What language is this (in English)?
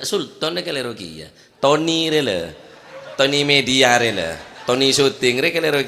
Madurese